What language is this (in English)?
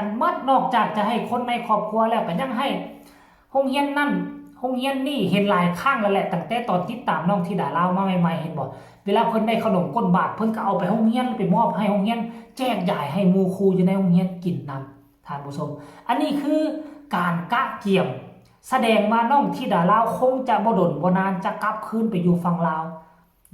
Northeastern Thai